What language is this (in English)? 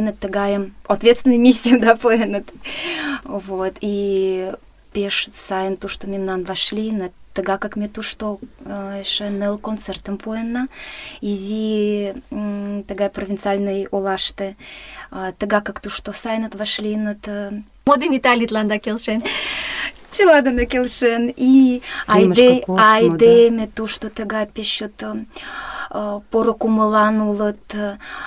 Mari